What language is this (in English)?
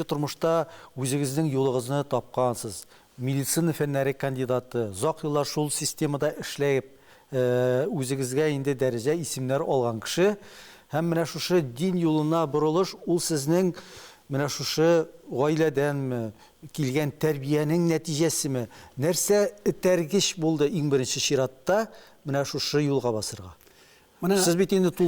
Tatar